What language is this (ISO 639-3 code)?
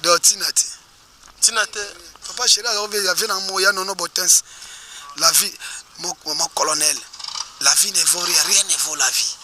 lin